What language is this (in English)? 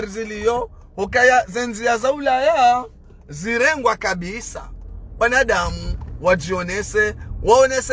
Ngazidja Comorian